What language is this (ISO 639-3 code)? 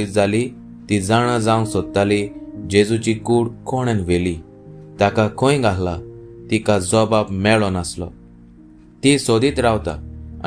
kok